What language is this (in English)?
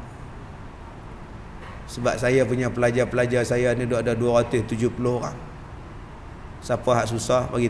Malay